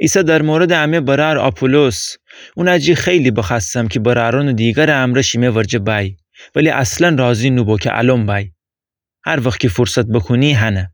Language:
Gilaki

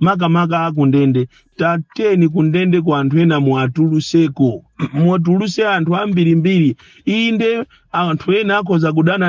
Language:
Nyanja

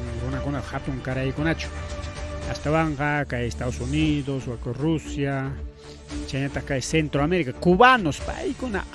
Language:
Ayacucho Quechua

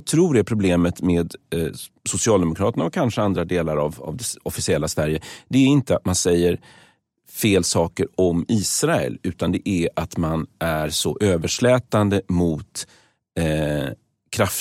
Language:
Swedish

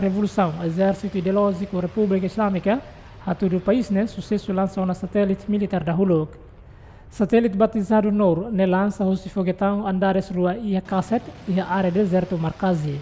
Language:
Tetum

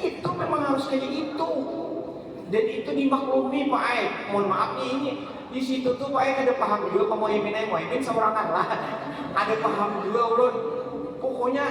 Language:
Banjar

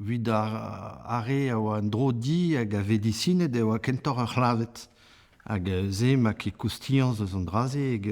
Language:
Breton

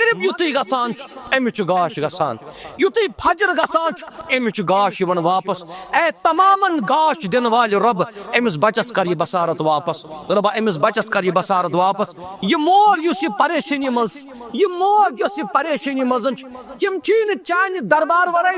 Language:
Kashmiri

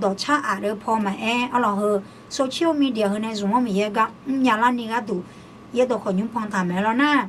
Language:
Akha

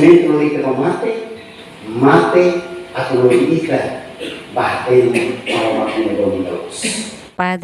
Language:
Tetum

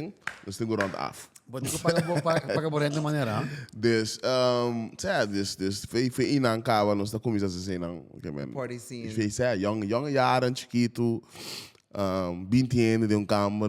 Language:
Papiamento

